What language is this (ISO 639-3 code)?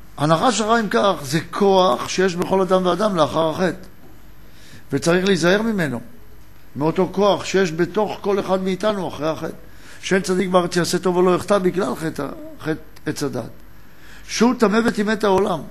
heb